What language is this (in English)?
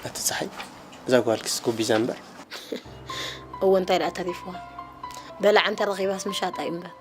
Tigrinya